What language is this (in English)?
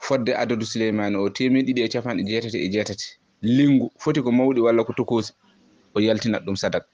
Fula